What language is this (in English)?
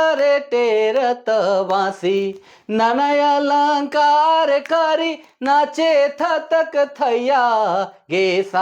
Sadri